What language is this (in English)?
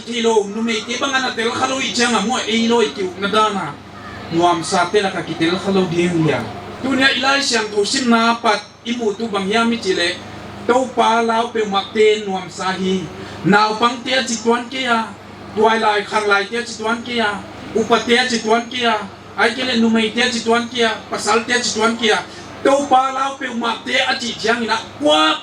Paite Chin